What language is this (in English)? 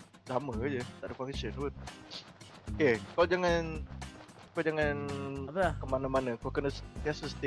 Malay